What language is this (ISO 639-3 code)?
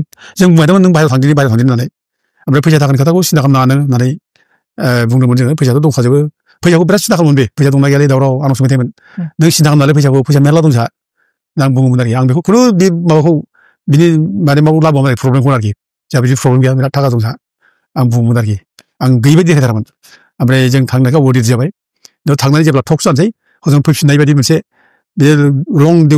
brx